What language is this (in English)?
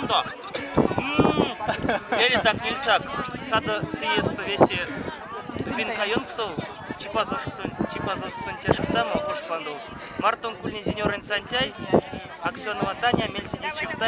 Erzya